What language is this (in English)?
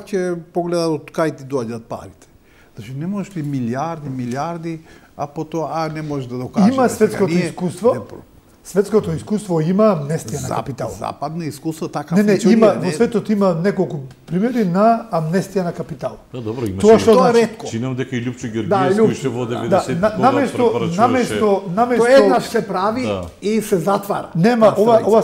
Macedonian